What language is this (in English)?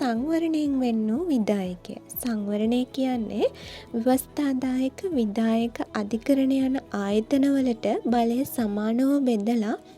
Sinhala